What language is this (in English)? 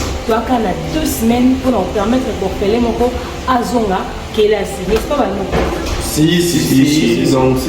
Lingala